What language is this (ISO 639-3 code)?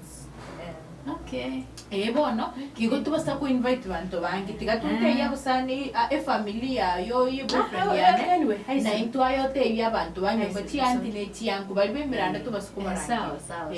guz